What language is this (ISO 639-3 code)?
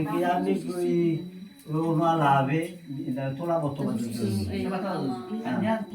nia